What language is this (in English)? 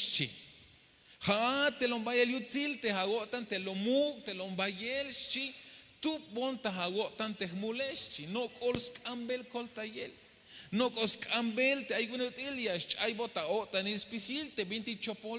Tzeltal